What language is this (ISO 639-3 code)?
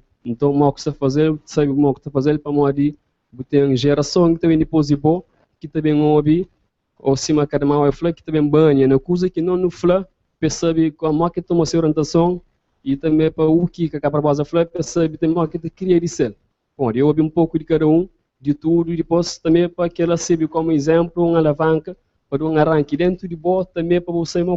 kea